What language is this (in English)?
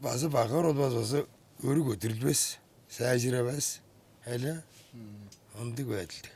Tuvinian